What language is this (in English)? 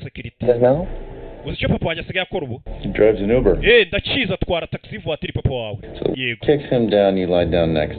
Kinyarwanda